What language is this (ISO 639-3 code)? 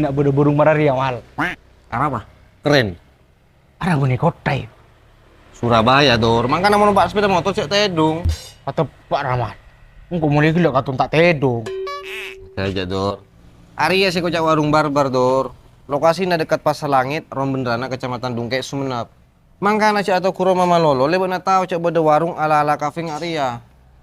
mad